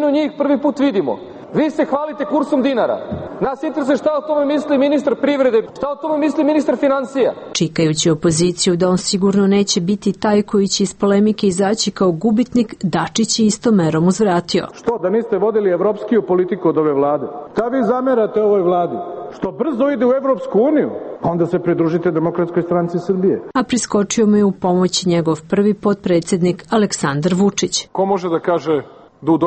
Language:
Serbian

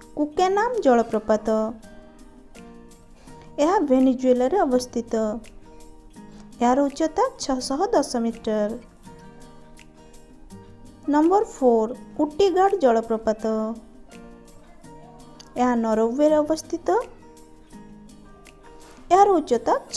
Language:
Odia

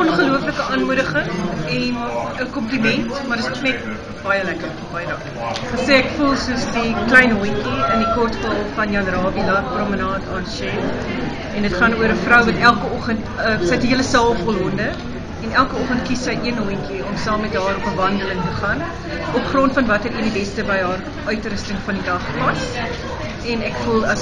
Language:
Afrikaans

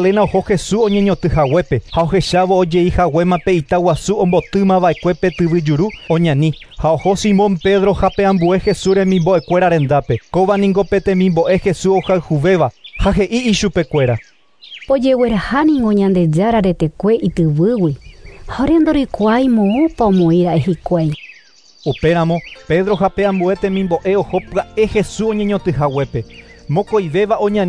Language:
Guarani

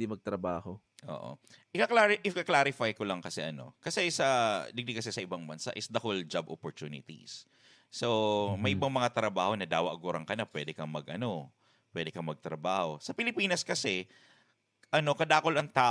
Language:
Bikol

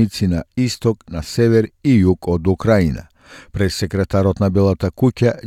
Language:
Macedonian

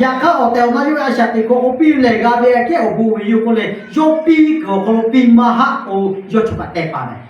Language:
Lahu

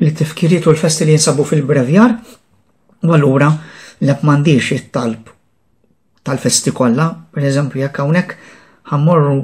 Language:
Maltese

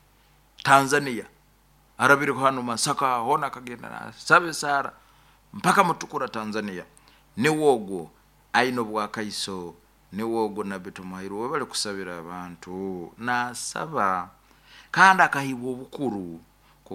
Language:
Nyankole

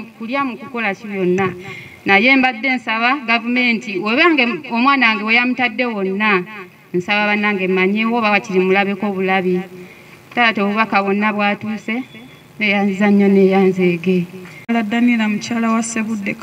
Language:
Ganda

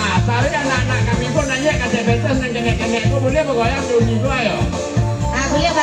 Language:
Minangkabau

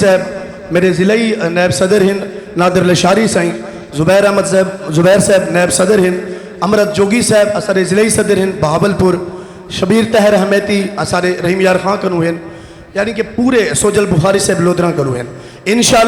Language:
Saraiki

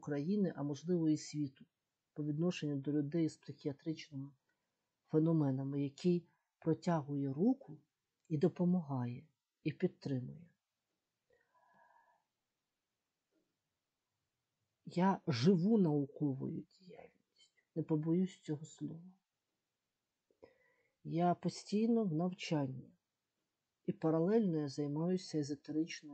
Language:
Ukrainian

